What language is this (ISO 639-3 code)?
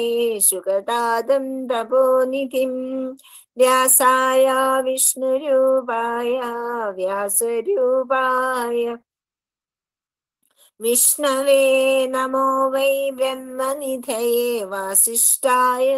mal